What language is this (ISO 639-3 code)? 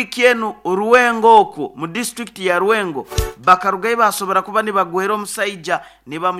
nyo